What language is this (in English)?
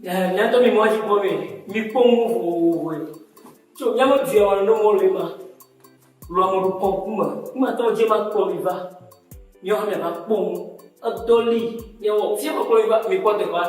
Ewe